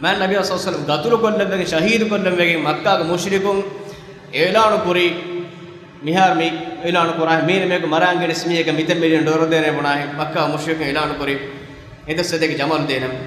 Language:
Divehi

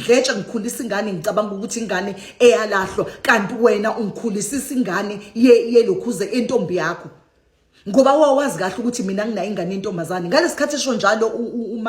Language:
Zulu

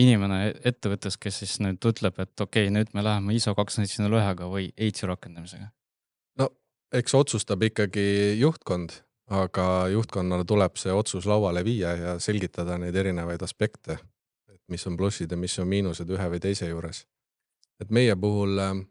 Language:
Estonian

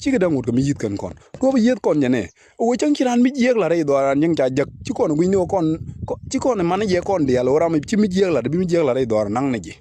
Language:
Nuer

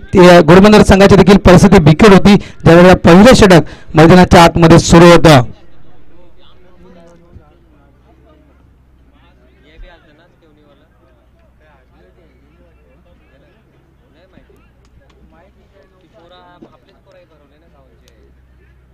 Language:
Marathi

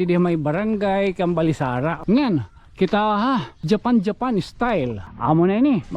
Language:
Waray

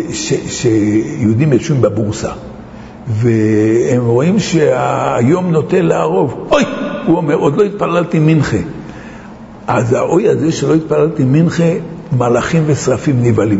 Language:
Hebrew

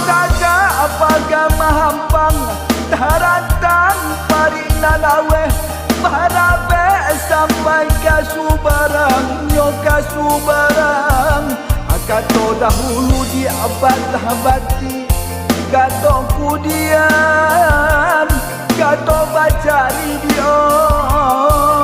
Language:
Minangkabau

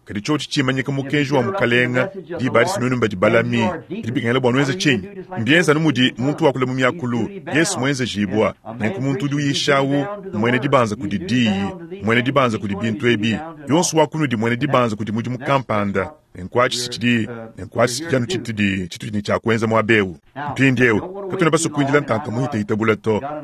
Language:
Luba-Lulua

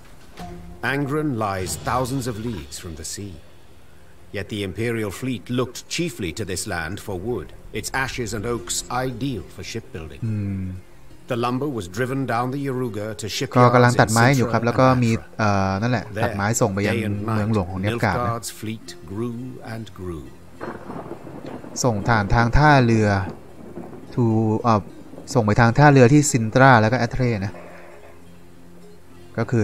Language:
Thai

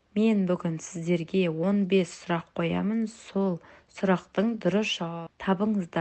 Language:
Kazakh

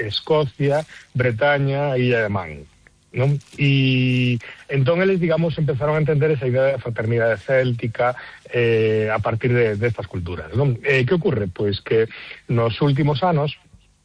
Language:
Galician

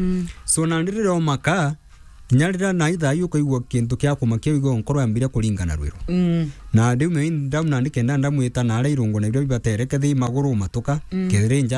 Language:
Meru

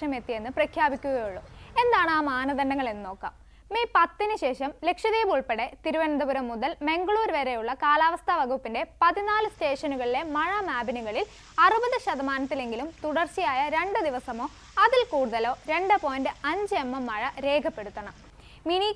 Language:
Malayalam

